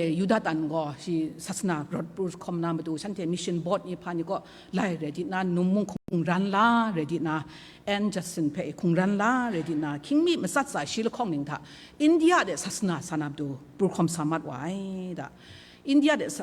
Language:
Kachin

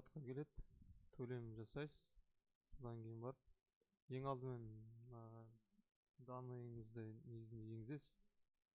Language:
Kazakh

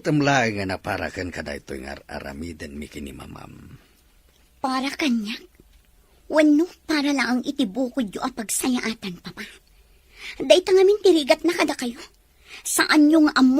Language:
Iloko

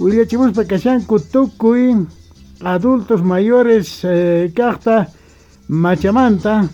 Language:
South Bolivian Quechua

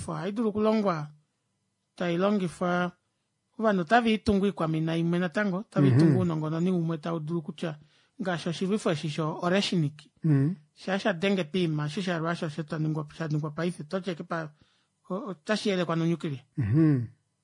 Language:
Kuanyama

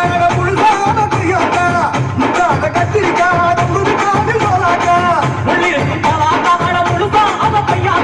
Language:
Tamil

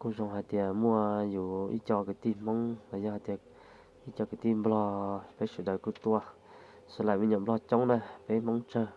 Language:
Hmong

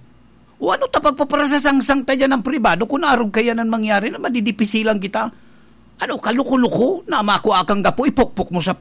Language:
Bikol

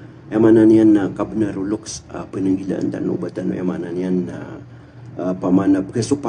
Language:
Maranao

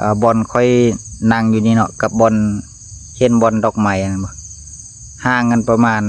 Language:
Northeastern Thai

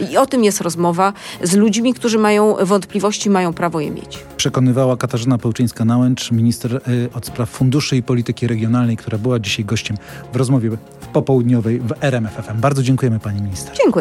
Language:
Polish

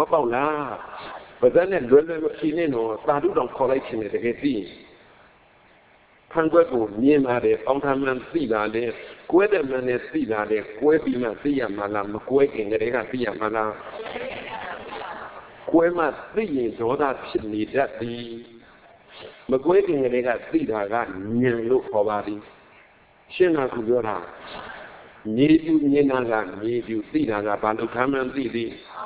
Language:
Burmese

